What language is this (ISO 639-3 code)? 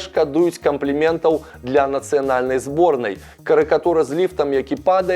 bel